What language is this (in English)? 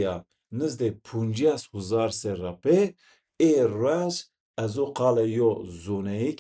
Zaza